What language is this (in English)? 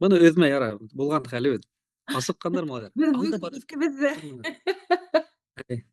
Bashkir